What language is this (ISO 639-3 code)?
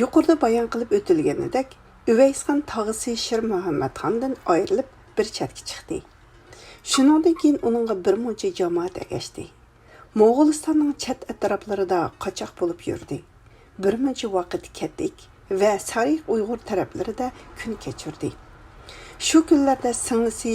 uig